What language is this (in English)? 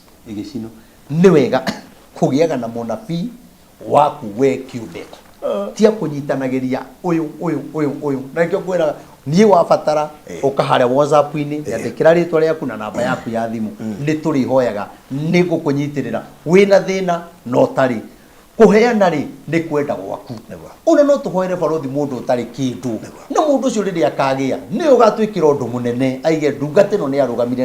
Kikuyu